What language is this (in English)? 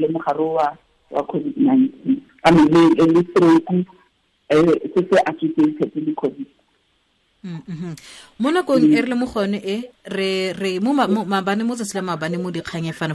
Tswana